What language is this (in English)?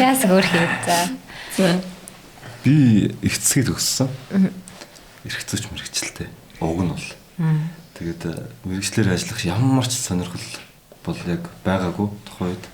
Mongolian